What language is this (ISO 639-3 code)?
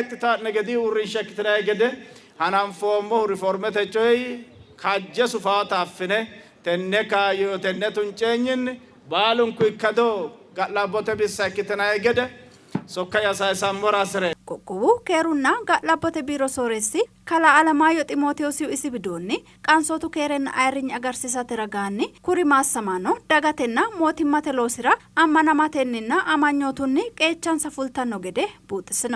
sid